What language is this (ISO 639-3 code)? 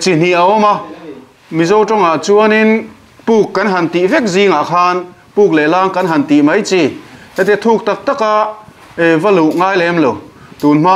lus